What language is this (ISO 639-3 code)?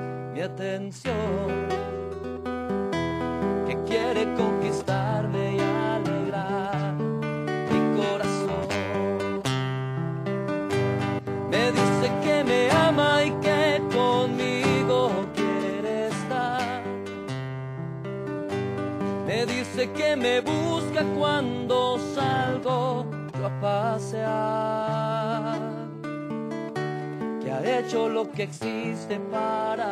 spa